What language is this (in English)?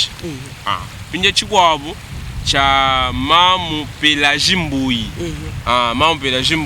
Luba-Lulua